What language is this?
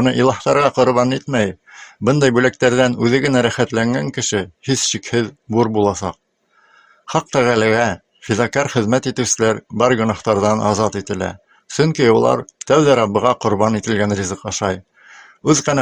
Bashkir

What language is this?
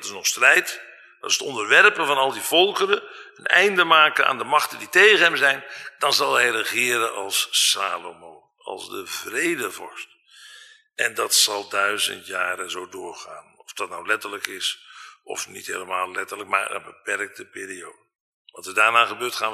Dutch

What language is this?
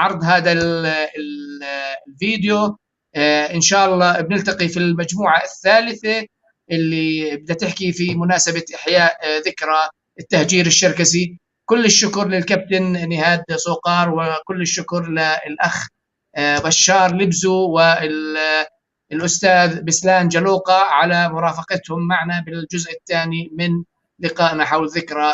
North Levantine Arabic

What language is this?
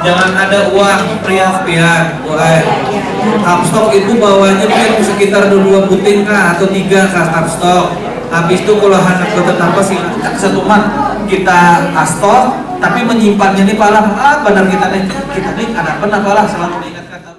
Banjar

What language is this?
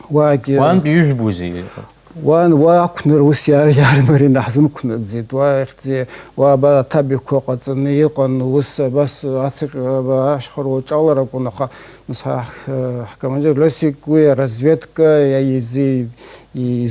Abkhazian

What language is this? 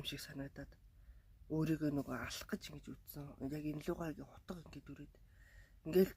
Mongolian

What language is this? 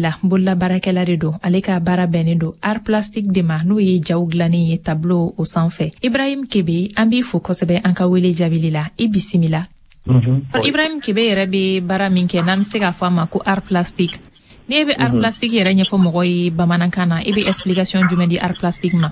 Bambara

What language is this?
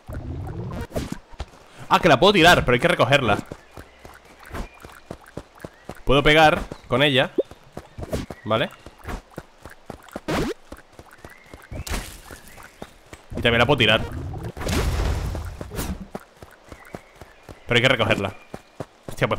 Spanish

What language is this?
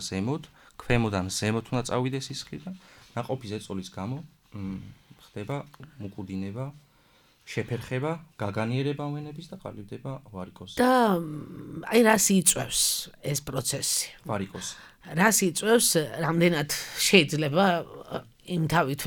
Georgian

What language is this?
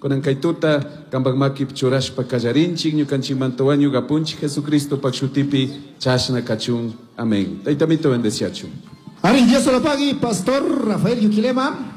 Chimborazo Highland Quichua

